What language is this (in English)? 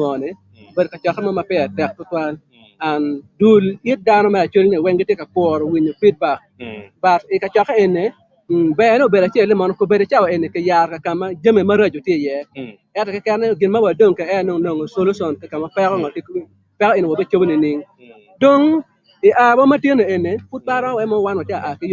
Acoli